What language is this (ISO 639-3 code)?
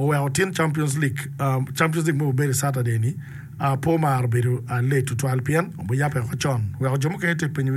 ach